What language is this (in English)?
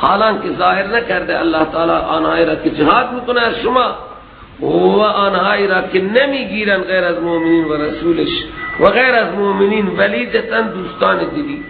Persian